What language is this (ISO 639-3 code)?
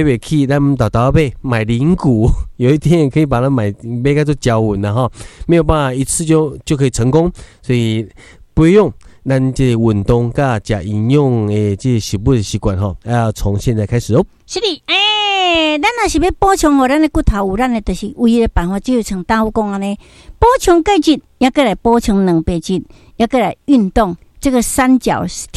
nan